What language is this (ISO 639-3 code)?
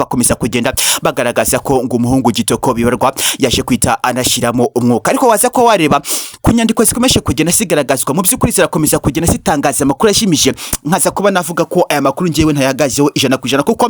kin